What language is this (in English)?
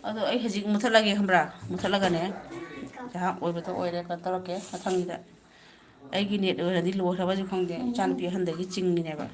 Manipuri